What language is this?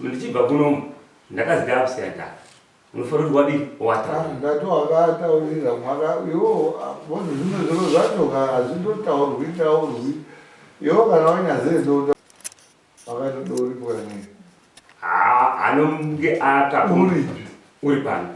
Shona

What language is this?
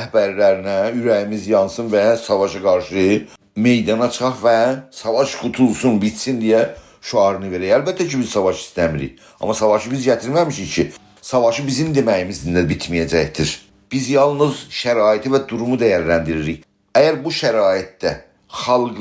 South Azerbaijani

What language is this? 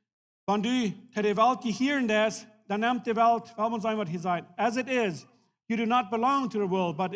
Plautdietsch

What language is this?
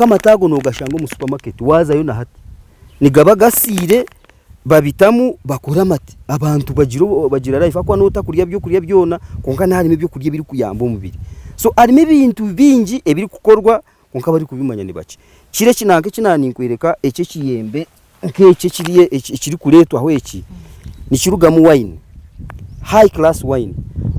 Nyankole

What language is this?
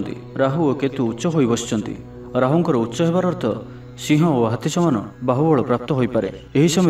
Odia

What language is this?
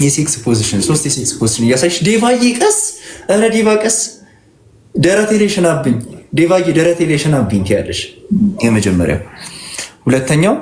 Amharic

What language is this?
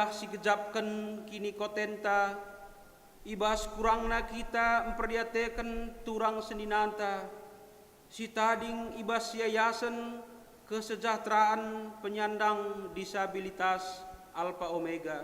Batak Karo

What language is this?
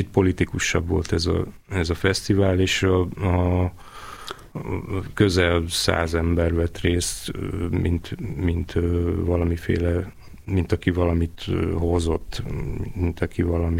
Hungarian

